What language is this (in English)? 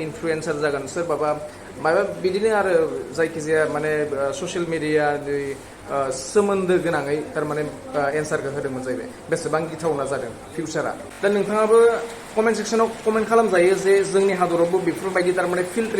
Bodo